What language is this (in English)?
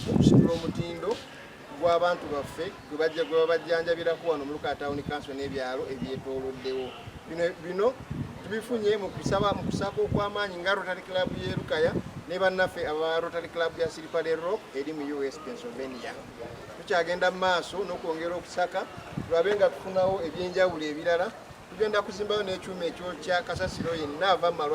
Ganda